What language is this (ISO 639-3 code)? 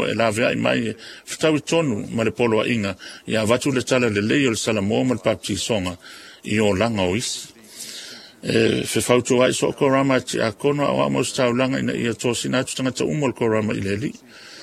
smo